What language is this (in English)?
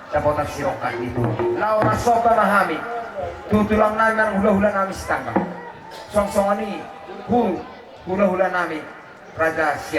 Batak Toba